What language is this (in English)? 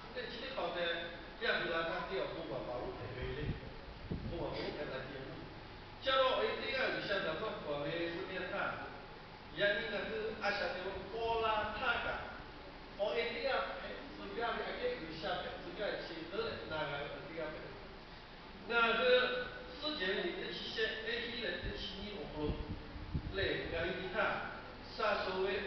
Lahu